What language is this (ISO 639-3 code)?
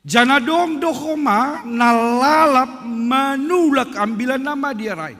bts